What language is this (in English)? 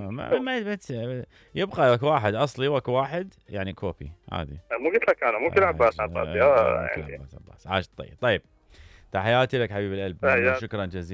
Mesopotamian Arabic